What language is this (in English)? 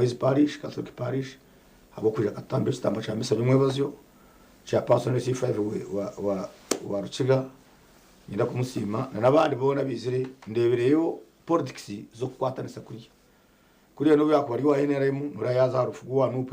Nyankole